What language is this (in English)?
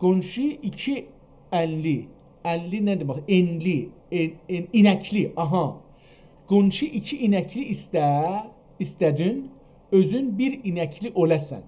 South Azerbaijani